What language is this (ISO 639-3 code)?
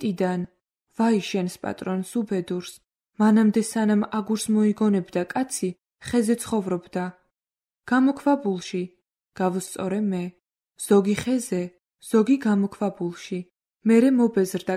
kat